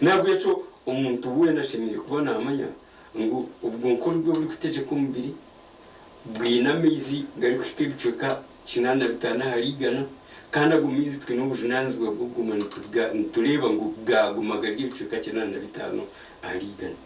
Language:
Nyankole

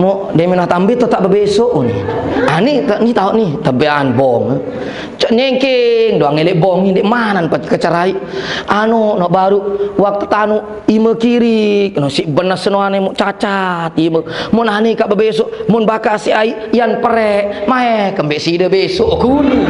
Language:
Sasak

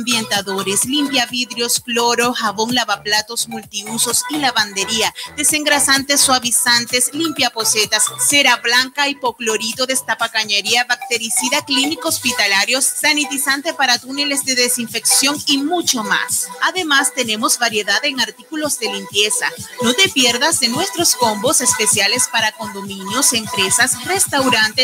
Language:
Spanish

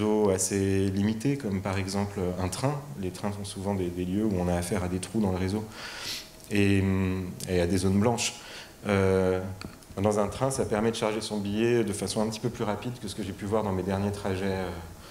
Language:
French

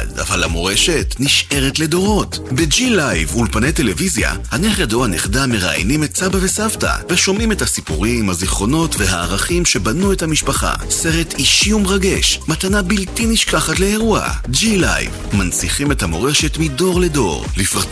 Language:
Hebrew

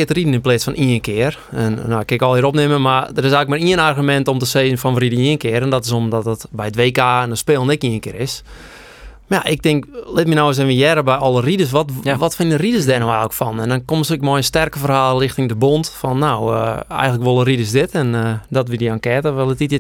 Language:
Western Frisian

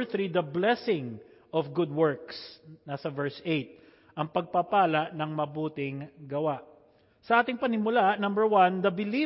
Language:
Filipino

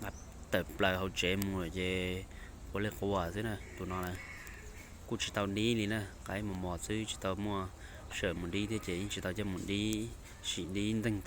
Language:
Hmong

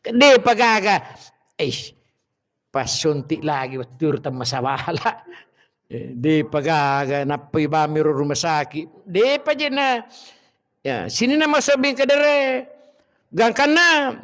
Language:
Buginese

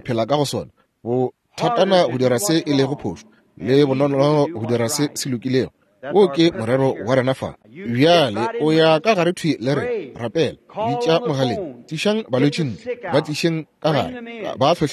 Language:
Northern Sotho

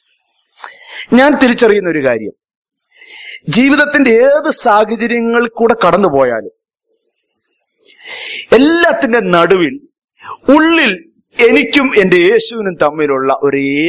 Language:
Malayalam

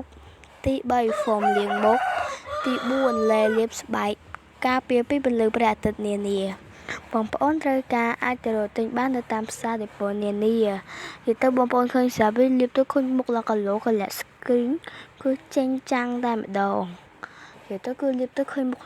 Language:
Khmer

